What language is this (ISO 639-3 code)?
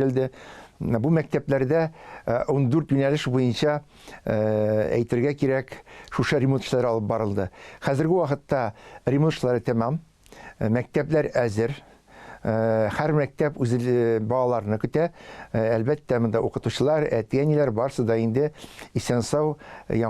tat